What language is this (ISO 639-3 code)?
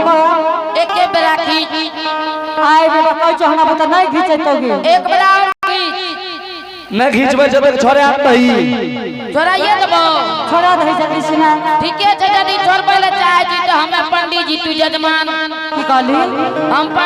anp